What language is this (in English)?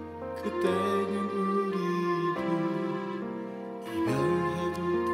Korean